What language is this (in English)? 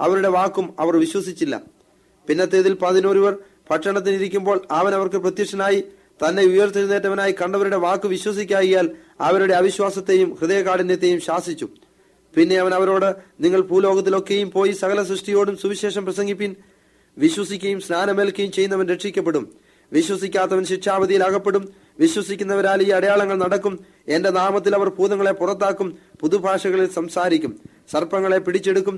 Malayalam